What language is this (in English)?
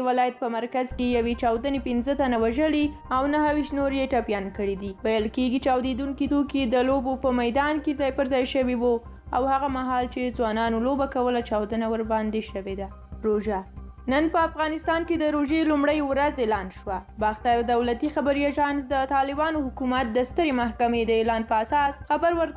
Pashto